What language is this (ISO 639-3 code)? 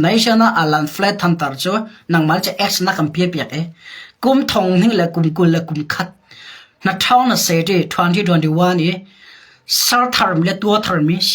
cnh